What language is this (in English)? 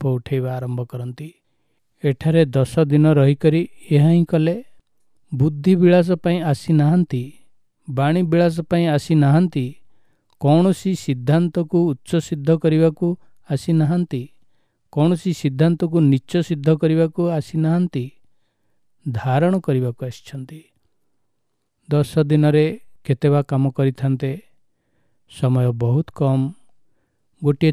Odia